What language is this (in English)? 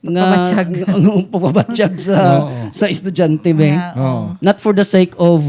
Hiligaynon